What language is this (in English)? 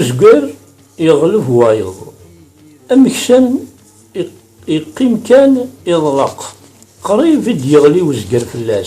Kabyle